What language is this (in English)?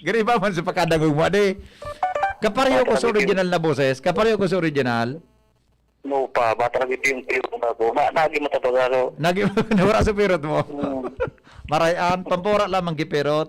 Bikol